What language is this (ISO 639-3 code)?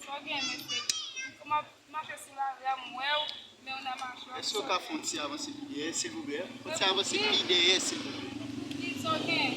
hat